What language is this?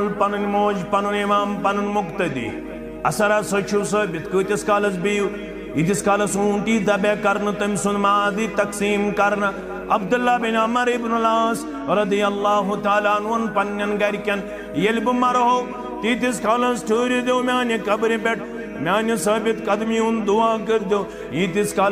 Kashmiri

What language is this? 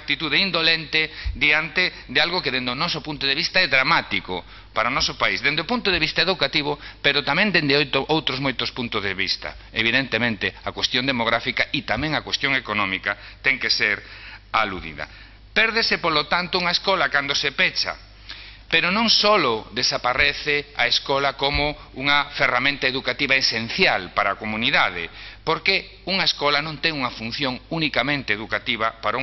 Galician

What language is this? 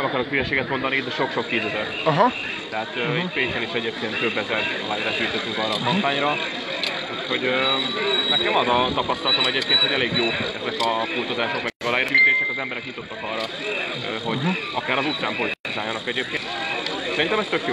Hungarian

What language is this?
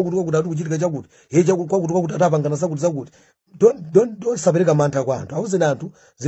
Nyanja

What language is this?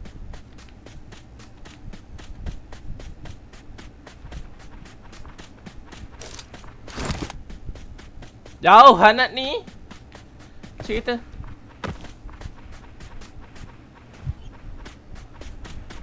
Malay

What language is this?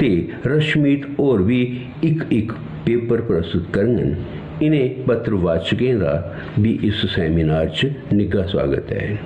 Dogri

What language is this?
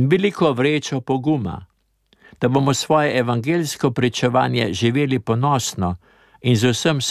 Slovenian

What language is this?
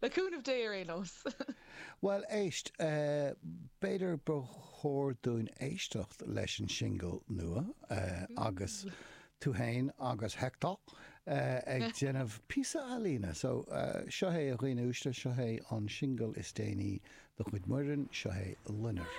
Irish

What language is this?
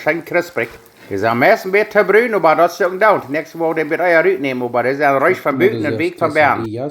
Plautdietsch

